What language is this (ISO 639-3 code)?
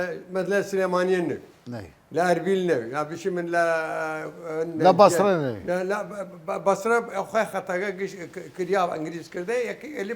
sdh